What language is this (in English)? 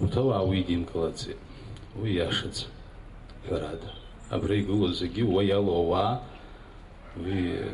Abkhazian